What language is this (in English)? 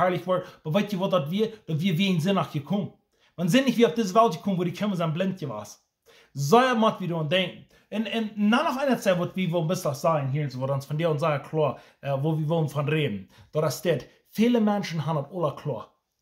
Plautdietsch